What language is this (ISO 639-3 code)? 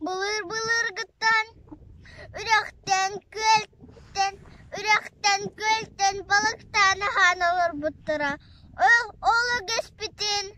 sah